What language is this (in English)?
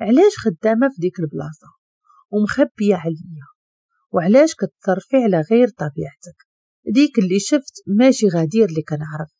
Moroccan Arabic